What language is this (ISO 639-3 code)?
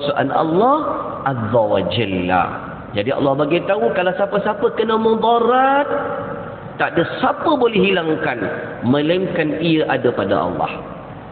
msa